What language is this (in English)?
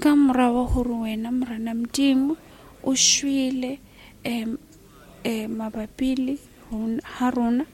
Southern Sotho